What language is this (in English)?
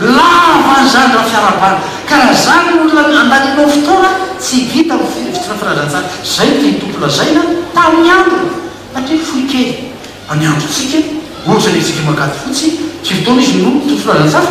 Malagasy